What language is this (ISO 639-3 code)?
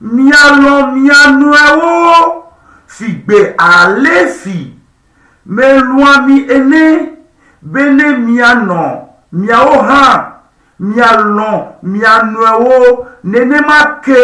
ewe